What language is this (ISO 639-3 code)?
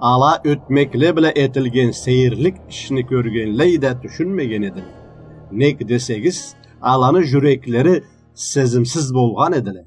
krc